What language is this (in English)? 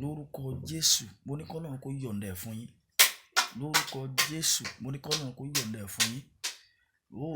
Yoruba